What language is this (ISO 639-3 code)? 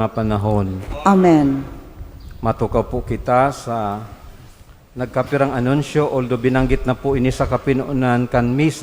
bik